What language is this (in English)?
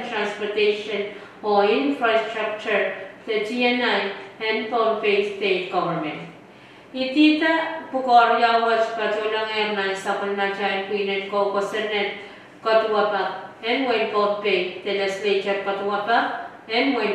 Pohnpeian